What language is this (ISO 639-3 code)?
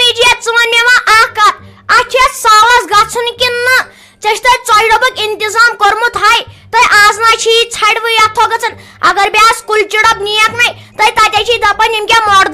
kas